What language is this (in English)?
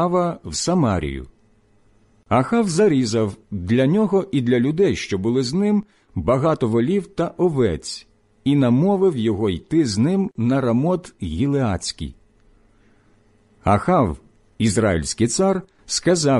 Ukrainian